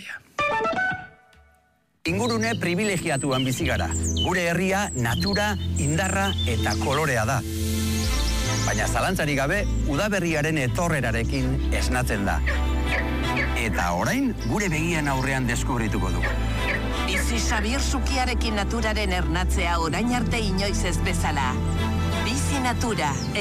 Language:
Basque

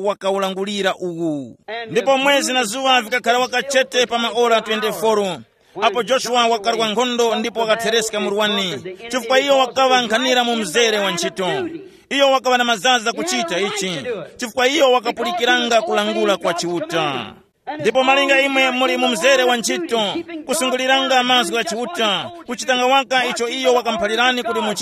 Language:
Tumbuka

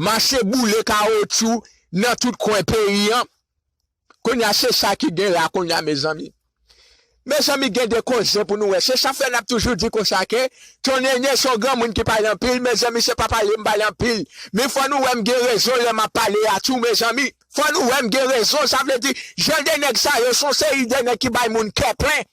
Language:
Haitian Creole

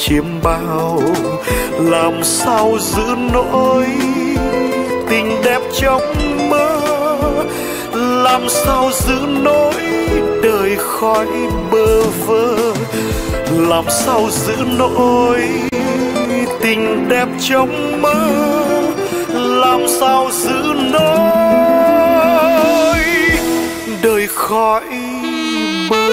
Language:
Vietnamese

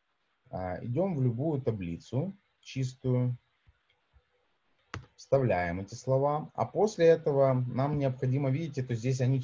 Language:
Russian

